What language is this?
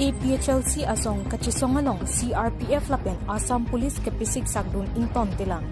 Karbi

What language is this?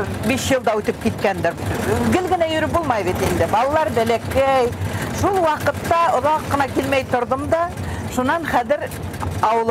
Bashkir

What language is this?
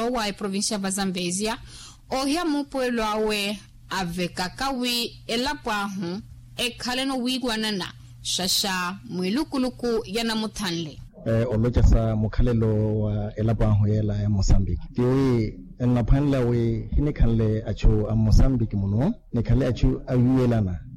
Makhuwa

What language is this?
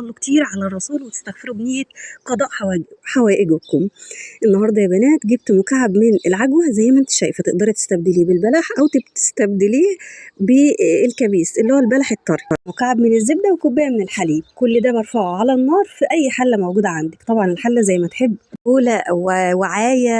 Egyptian Arabic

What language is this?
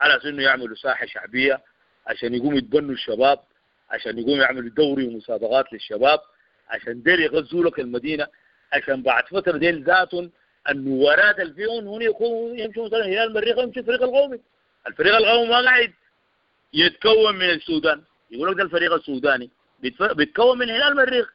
Sudanese Arabic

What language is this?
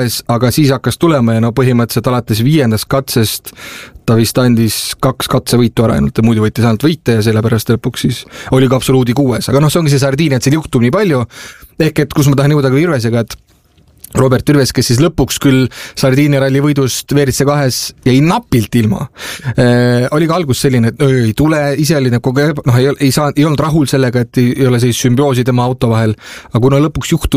Estonian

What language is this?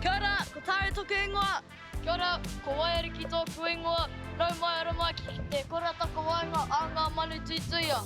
Māori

